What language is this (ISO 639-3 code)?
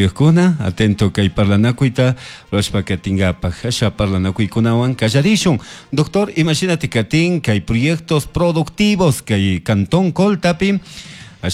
qug